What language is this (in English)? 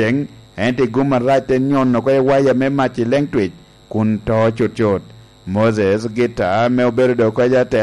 Lango (Uganda)